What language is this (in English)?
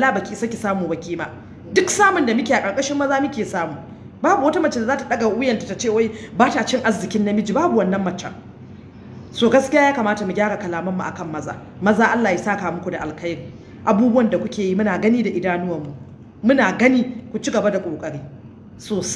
Hausa